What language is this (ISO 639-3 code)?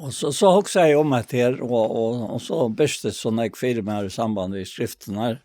fao